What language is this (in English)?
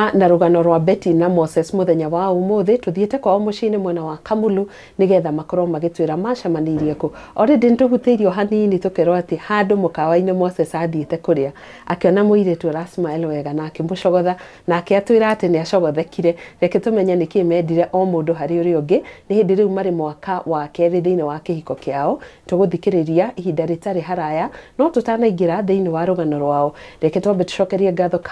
Kikuyu